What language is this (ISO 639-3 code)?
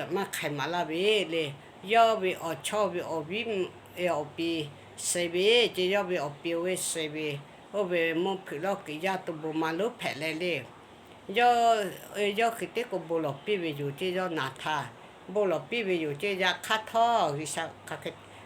lhu